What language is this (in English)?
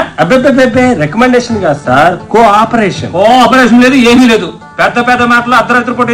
Telugu